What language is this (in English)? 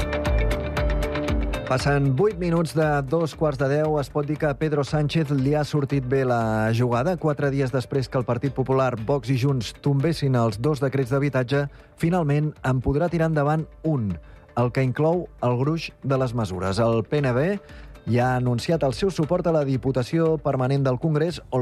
Catalan